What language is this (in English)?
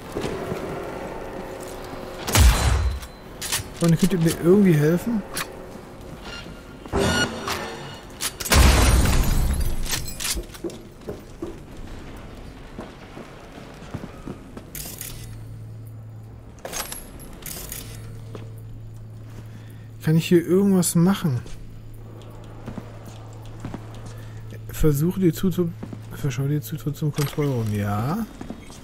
German